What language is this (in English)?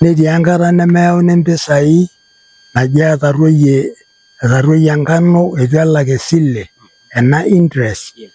Masai